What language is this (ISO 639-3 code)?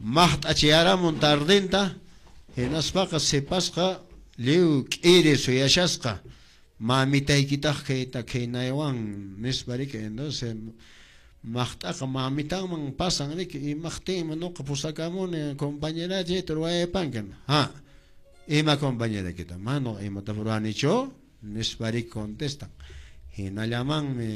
que